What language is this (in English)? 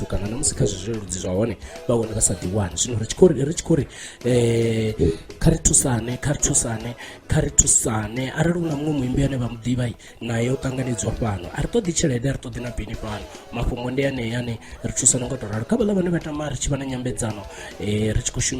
Venda